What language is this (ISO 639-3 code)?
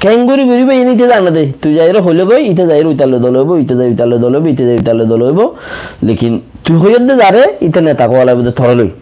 rhg